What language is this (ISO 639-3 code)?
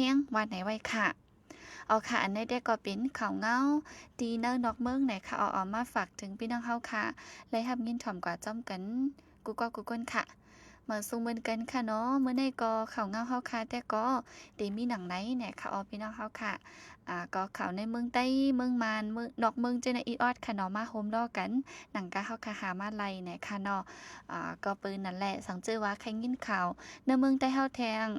shn